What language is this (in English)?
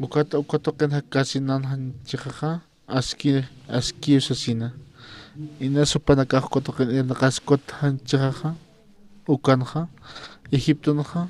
Aymara